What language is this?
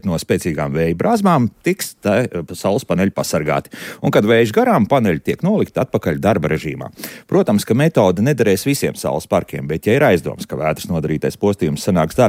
Latvian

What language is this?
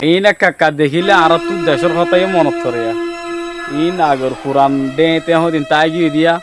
Rohingya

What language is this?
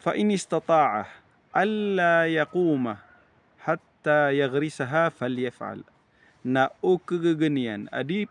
Maranao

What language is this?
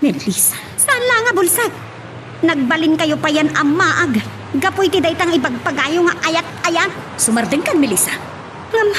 Iloko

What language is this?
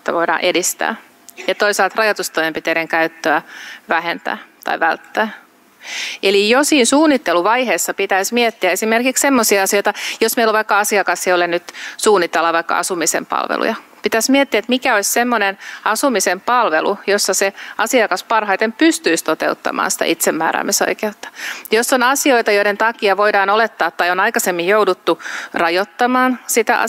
Finnish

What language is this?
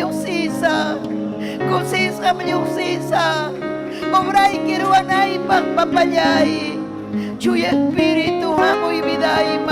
Ayacucho Quechua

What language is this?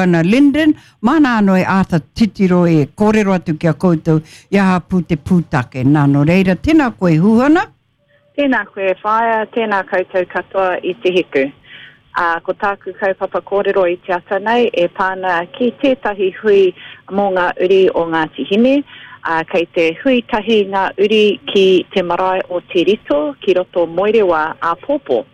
Māori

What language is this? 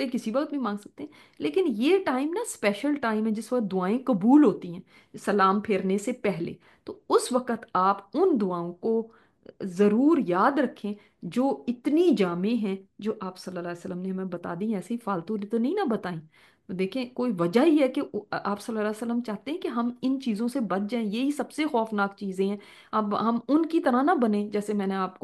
Urdu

